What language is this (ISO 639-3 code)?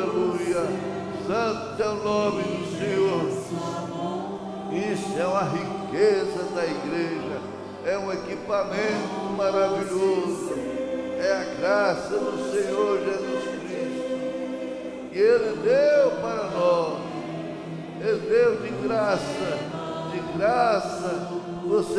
por